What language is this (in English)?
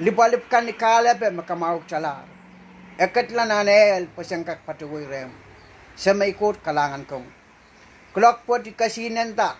Pohnpeian